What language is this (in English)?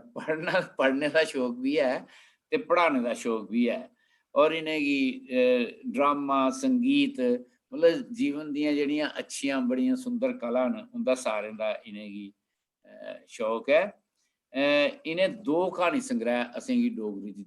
Dogri